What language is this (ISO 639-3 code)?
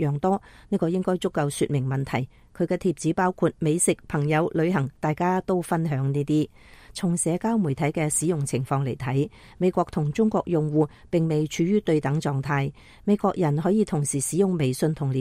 yue